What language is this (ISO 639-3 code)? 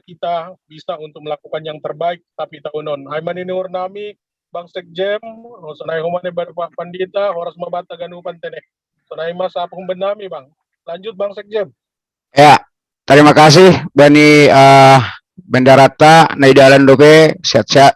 bts